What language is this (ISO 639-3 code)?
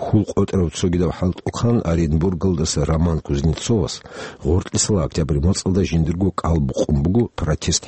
ava